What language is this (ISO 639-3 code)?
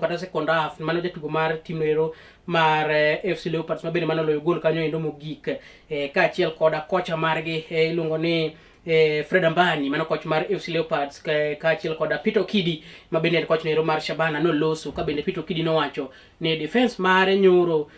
luo